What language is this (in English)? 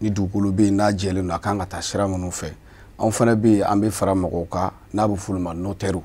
Bambara